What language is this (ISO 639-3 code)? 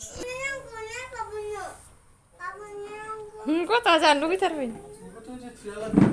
brx